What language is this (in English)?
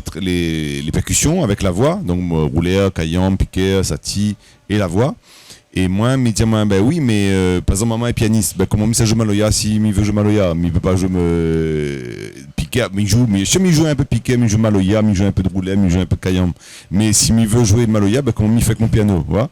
Réunion Creole French